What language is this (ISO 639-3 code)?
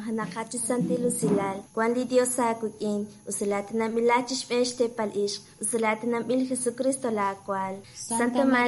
kek